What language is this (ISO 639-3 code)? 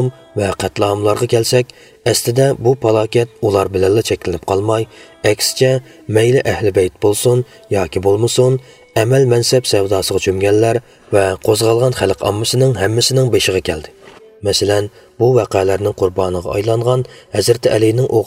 uig